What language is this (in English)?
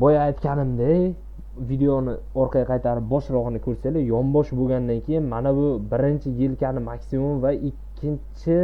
Uzbek